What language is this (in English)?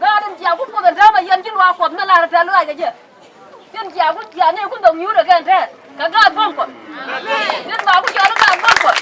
Nuer